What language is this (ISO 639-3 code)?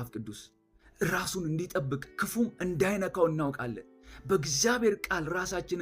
amh